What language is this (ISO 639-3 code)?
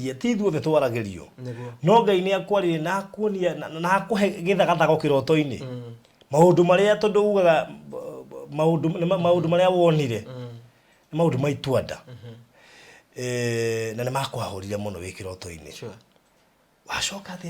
kik